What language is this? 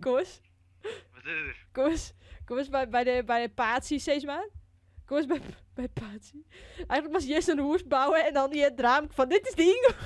Western Frisian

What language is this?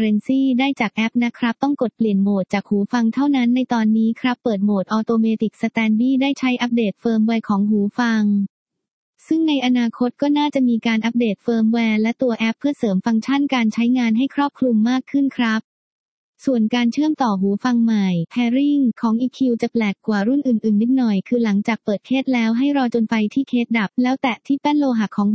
Thai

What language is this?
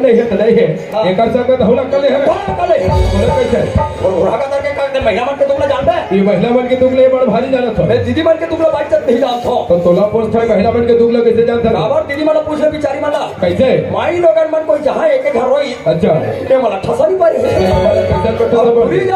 Chhattisgarhi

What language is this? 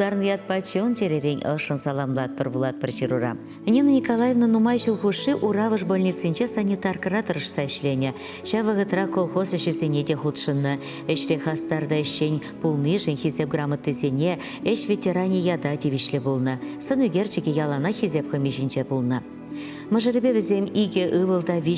Chuvash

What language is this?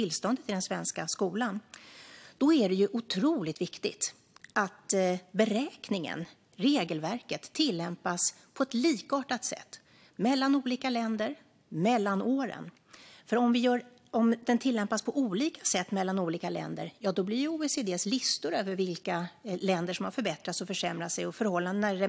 Swedish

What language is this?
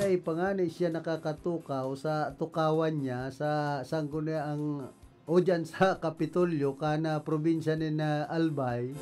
Bikol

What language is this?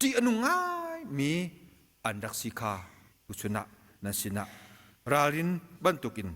Hakha Chin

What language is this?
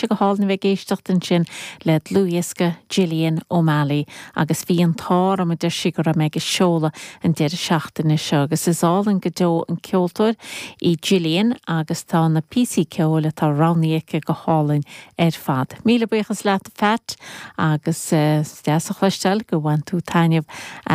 Irish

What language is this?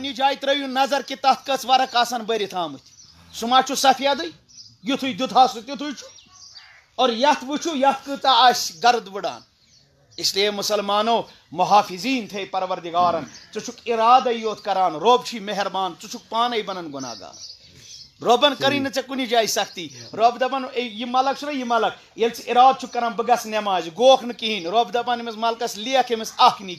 Kashmiri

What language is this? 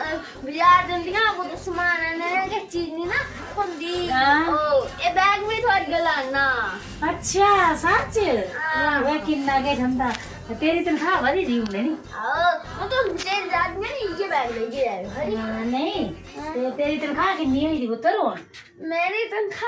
Dogri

